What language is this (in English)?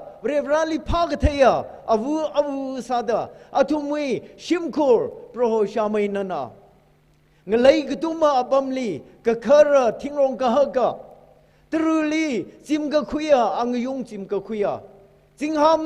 Tangkhul Naga (India)